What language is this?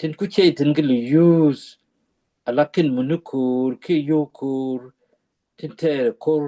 Nuer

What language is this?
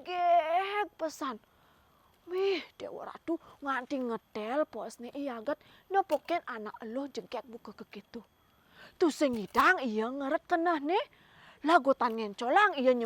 Balinese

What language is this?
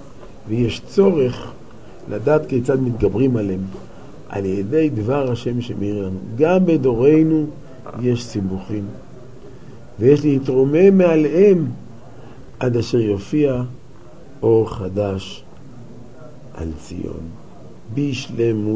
Hebrew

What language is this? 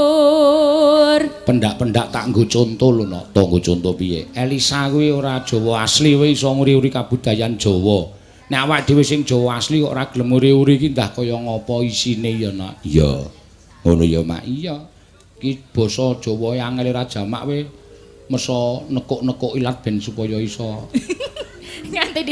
Javanese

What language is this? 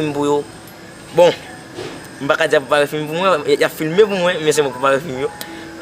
Haitian Creole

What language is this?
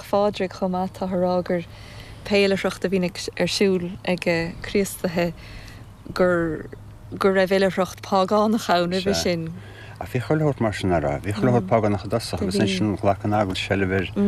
Irish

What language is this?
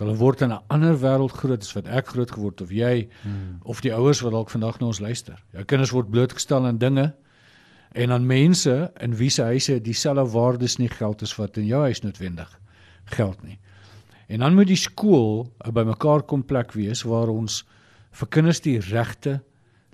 Afrikaans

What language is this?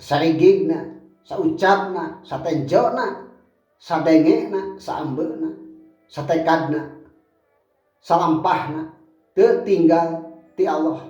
Sundanese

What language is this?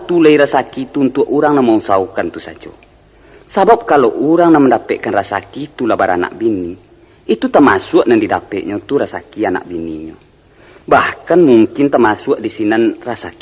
Minangkabau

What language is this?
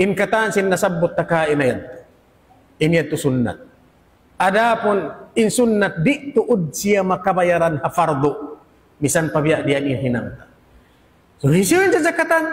Tausug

